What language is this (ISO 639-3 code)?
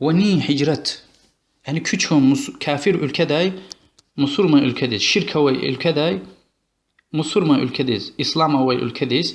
lez